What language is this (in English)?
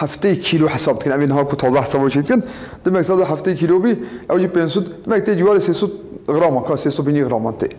Kurdish